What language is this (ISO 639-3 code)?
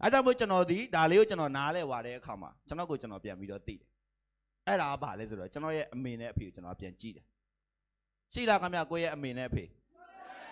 mya